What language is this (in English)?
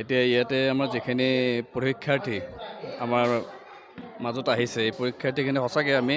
Assamese